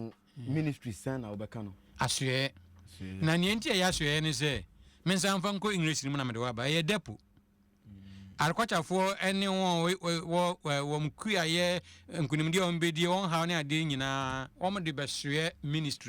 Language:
Akan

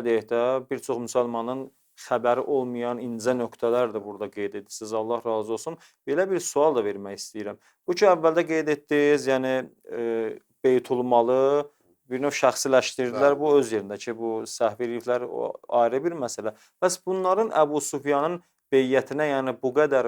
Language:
Azerbaijani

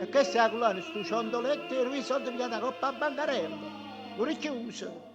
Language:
Neapolitan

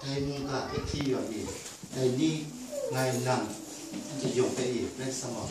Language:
Kachin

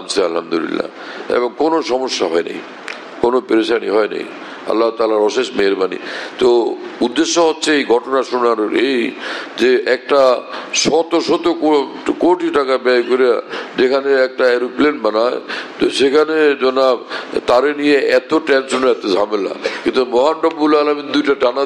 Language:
Bangla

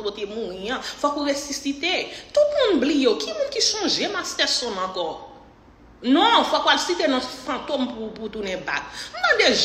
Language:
Haitian Creole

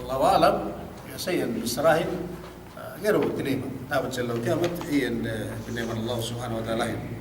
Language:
Yakan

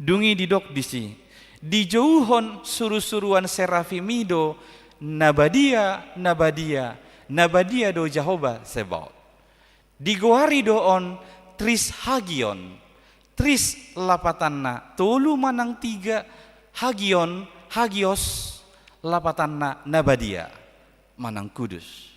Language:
Batak Toba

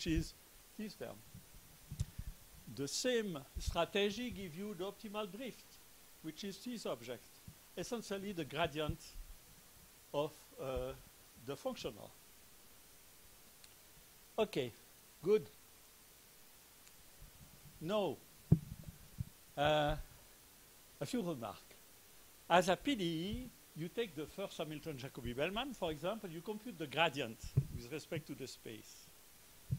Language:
English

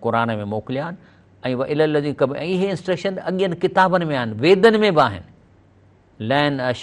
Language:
Sindhi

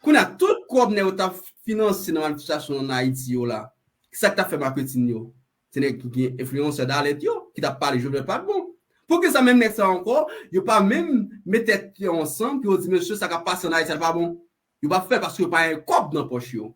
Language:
Haitian Creole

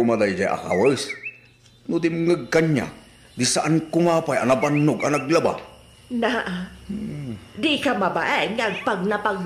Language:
Iloko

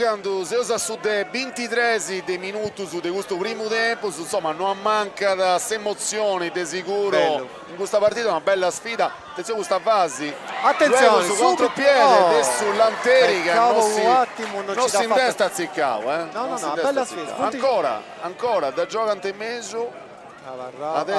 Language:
Sardinian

